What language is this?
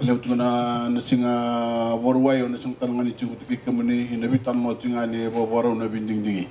Fijian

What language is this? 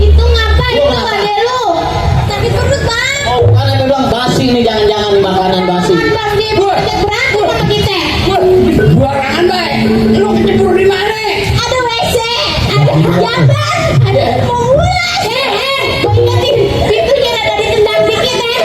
Betawi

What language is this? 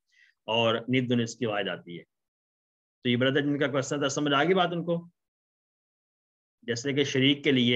Urdu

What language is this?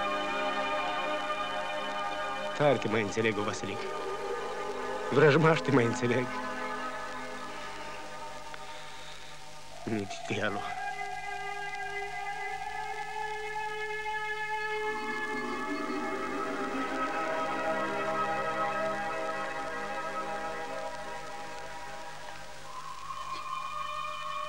Romanian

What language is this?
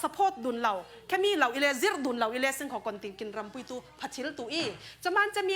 Falam Chin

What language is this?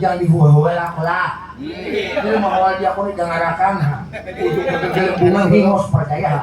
Banjar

